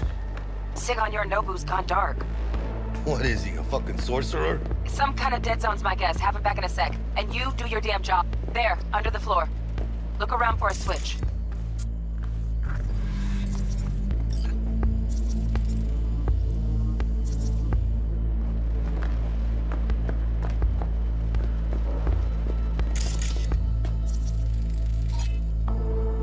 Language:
English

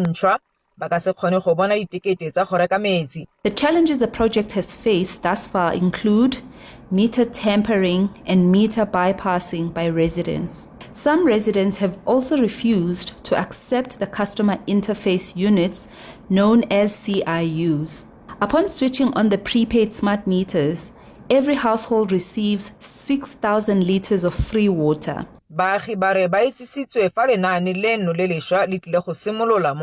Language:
Tswana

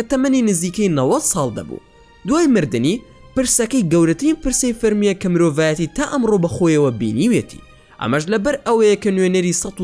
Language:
Central Kurdish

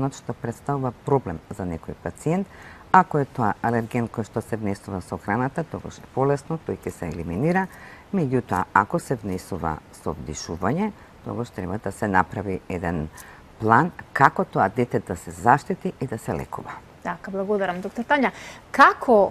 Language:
Macedonian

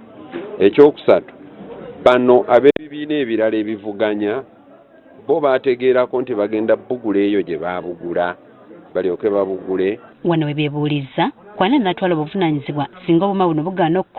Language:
Ganda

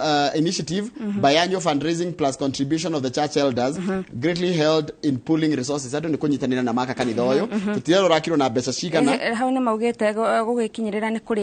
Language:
Kikuyu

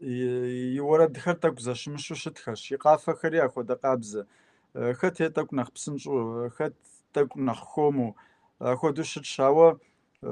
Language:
Kabardian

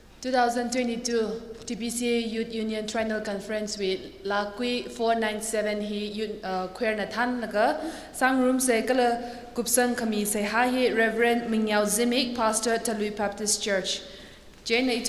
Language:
Tangkhul Naga (India)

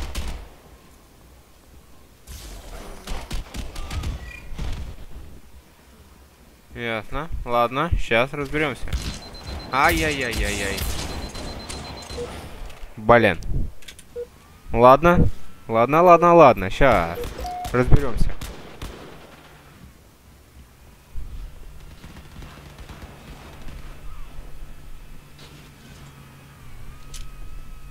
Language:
Russian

